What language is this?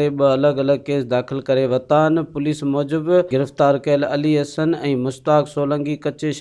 Sindhi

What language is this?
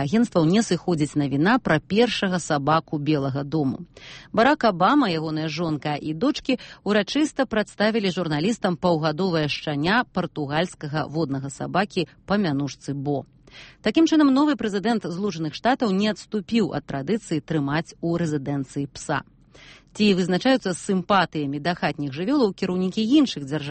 Belarusian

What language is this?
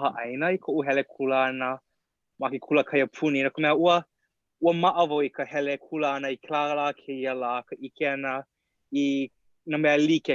Hawaiian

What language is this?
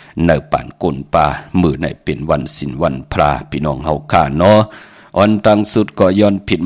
Shan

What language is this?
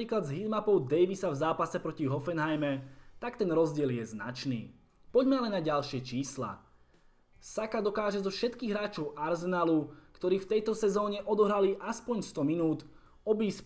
Slovak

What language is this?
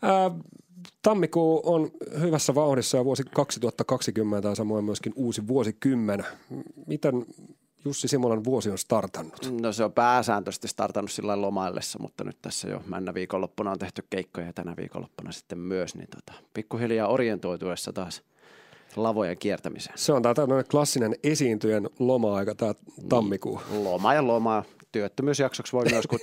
Finnish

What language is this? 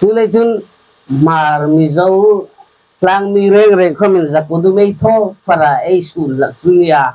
Hmar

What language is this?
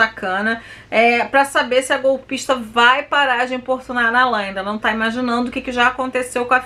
Portuguese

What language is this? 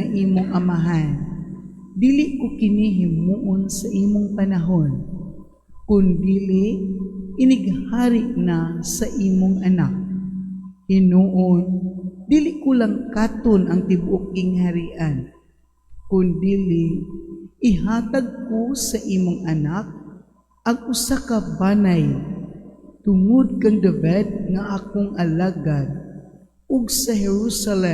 Cebuano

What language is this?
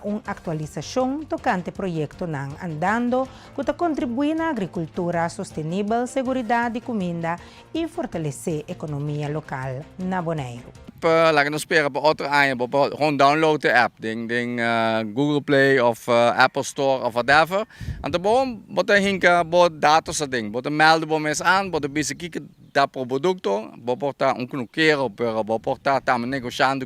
Papiamento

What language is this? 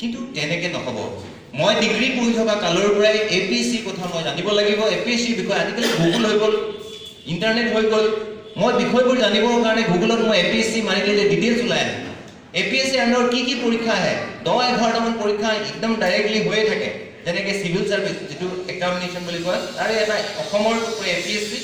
Assamese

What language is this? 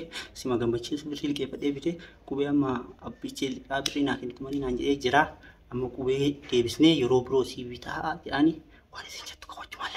Oromo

